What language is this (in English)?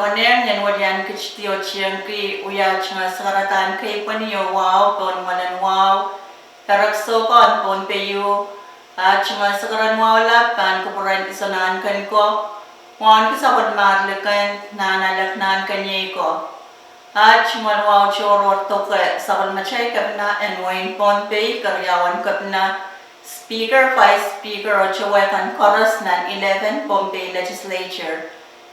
Pohnpeian